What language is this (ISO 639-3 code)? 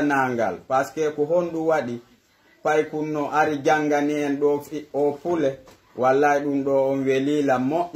fuf